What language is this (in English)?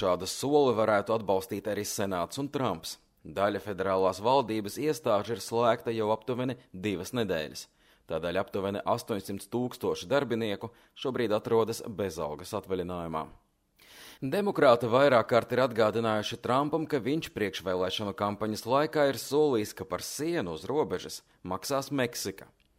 Latvian